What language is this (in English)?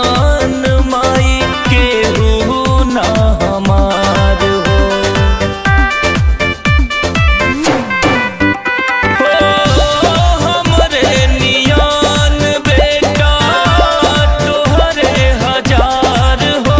Bhojpuri